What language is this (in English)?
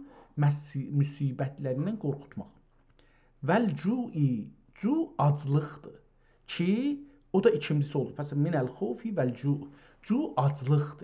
South Azerbaijani